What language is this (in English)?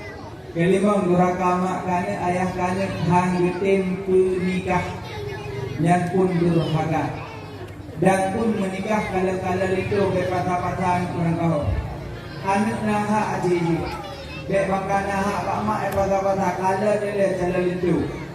Achinese